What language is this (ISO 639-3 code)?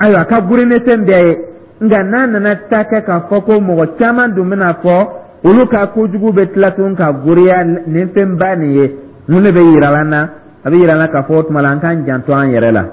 dyu